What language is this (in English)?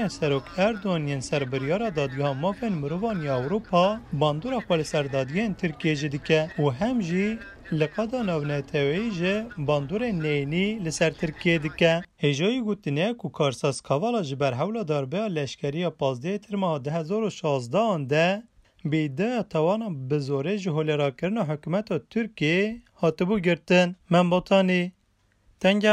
Kurdish